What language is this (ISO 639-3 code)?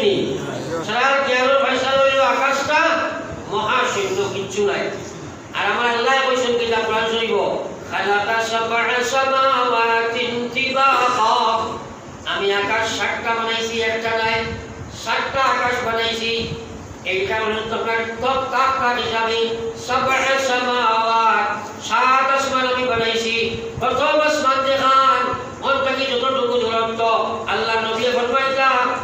syl